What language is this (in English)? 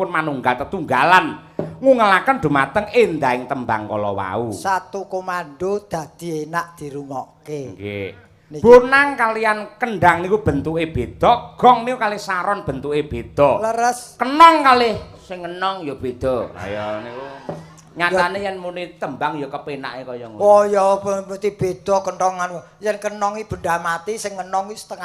Javanese